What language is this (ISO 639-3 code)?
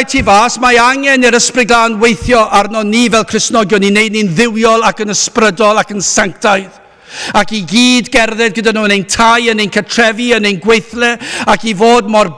cym